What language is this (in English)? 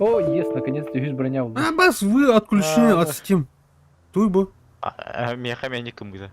Yakut